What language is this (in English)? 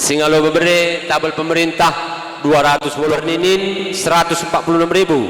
Batak Karo